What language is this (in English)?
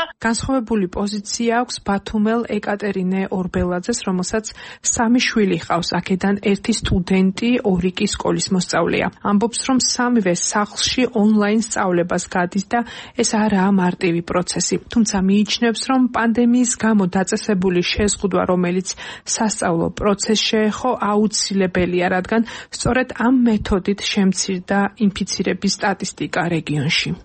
Georgian